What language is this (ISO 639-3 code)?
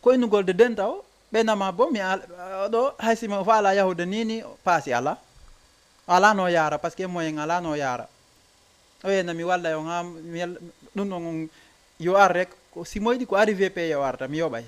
ful